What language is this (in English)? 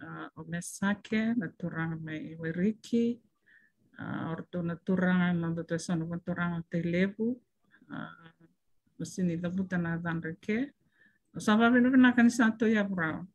Fijian